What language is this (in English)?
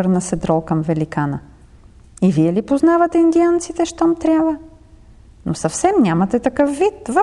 Bulgarian